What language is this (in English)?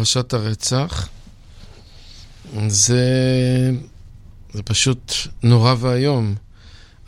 Hebrew